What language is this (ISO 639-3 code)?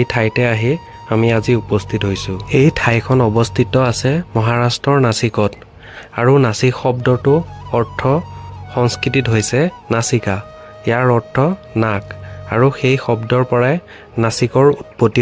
asm